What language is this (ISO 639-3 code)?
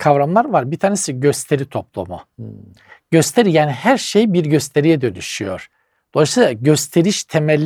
tur